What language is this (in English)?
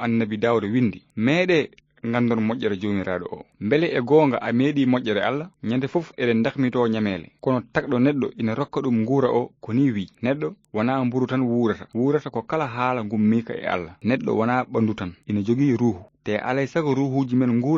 Fula